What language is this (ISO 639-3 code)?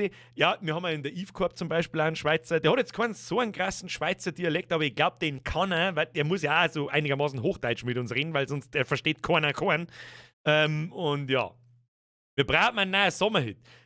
bar